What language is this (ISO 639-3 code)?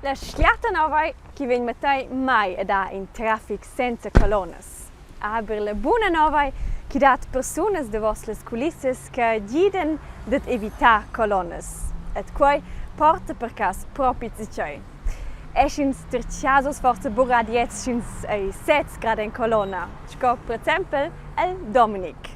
roh